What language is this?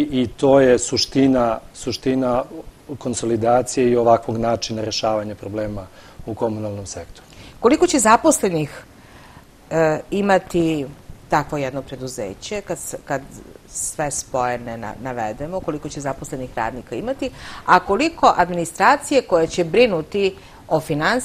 Serbian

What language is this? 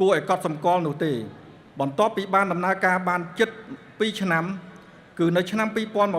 Khmer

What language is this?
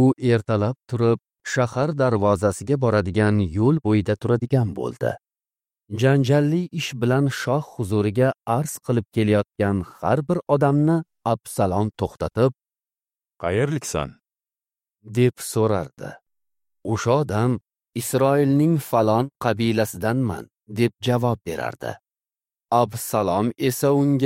Uzbek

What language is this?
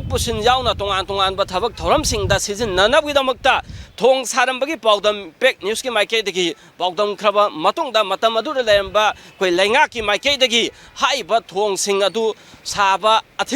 Manipuri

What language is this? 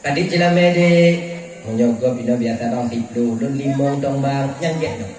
Achinese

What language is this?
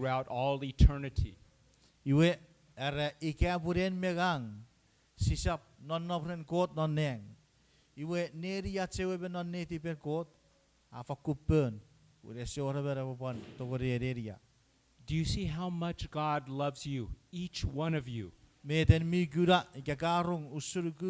Chuukese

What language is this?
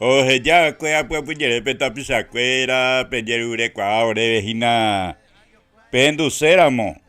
Guarani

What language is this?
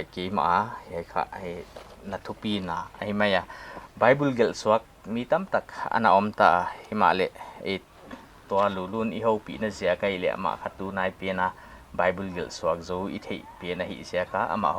Paite Chin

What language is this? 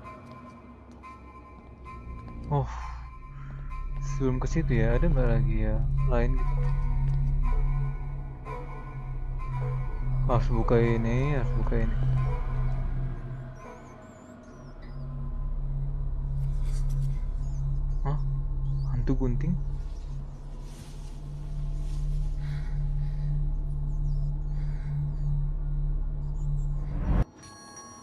Indonesian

